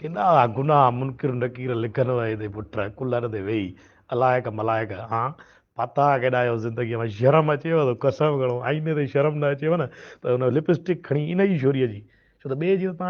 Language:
Sindhi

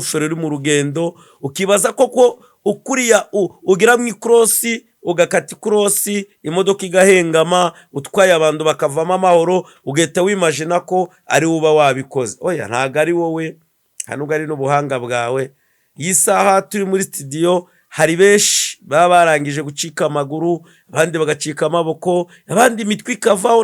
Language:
Kinyarwanda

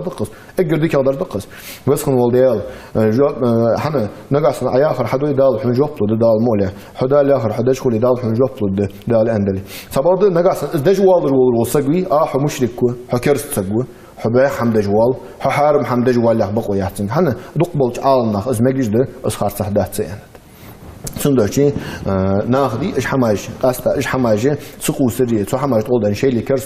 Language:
Ingush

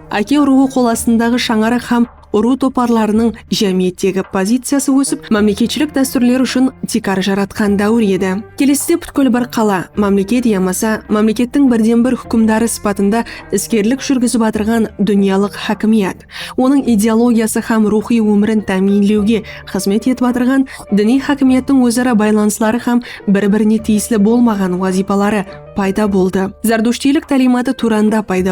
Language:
Kara-Kalpak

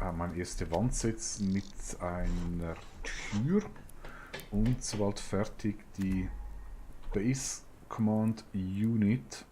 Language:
Swiss German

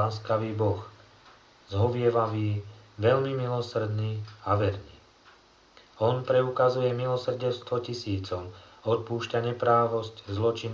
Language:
Slovak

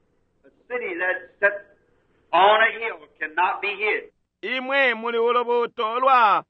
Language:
Bemba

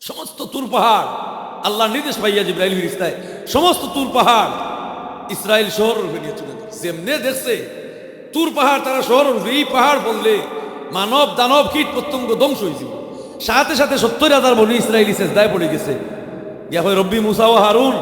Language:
Sylheti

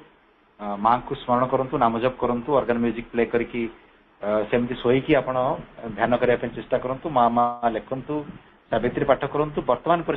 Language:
Odia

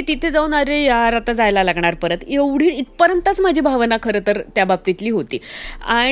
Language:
Marathi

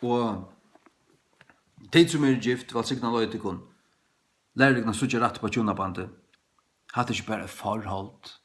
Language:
Faroese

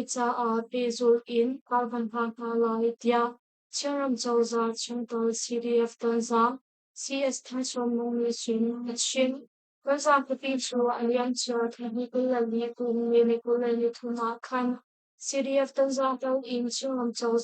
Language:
Hakha Chin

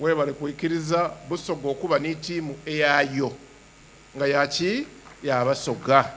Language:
Soga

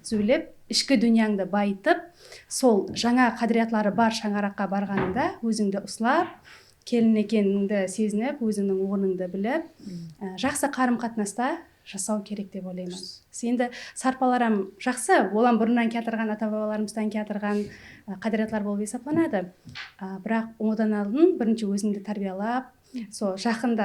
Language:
Kara-Kalpak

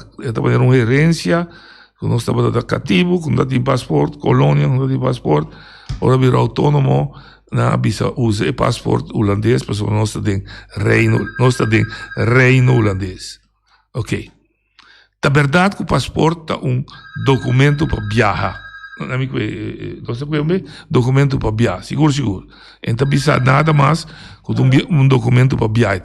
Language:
Papiamento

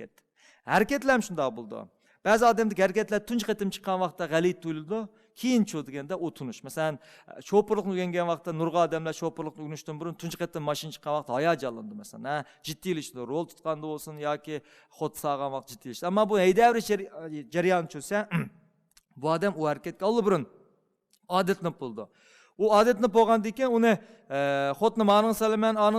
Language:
Uyghur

